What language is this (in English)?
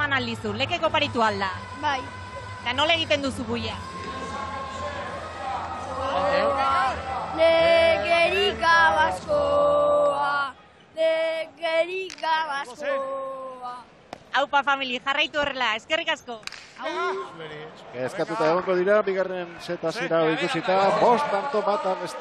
Basque